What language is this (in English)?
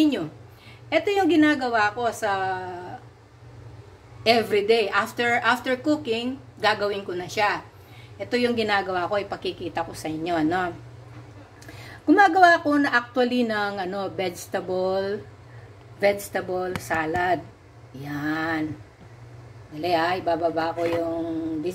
Filipino